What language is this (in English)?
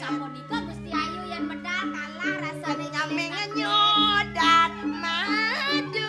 Balinese